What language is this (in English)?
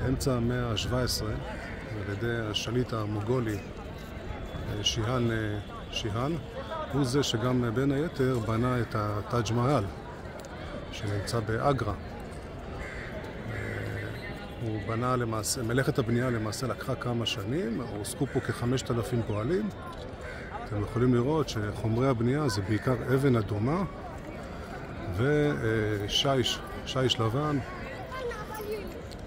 Hebrew